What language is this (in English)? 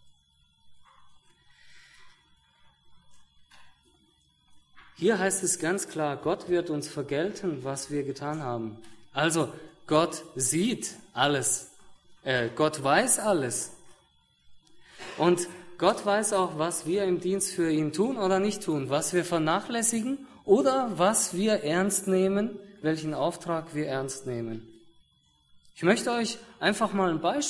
German